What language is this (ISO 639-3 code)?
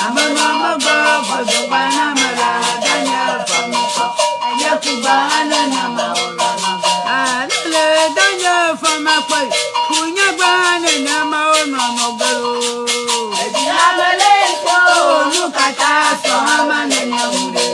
ewe